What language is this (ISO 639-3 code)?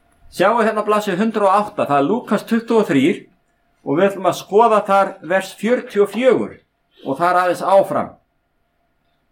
isl